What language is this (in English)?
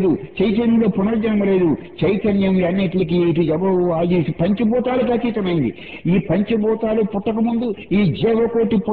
Telugu